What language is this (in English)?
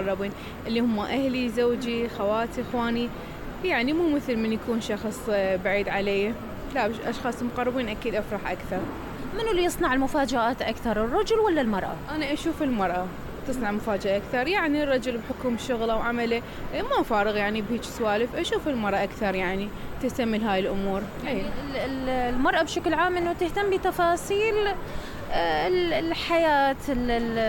Mesopotamian Arabic